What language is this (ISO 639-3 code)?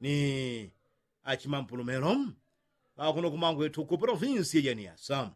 yao